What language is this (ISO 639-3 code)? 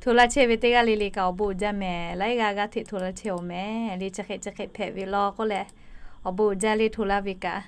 lhu